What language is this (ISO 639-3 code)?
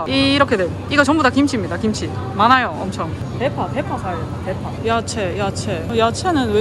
kor